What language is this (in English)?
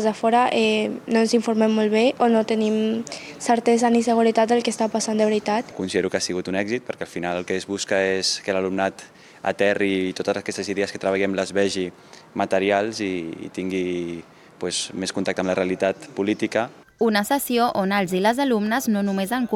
Catalan